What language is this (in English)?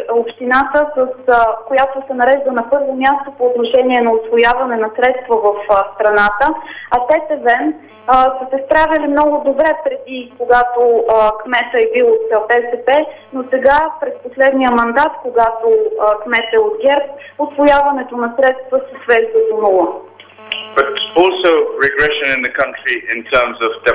Bulgarian